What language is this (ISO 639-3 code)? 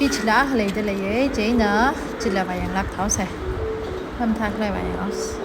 nmf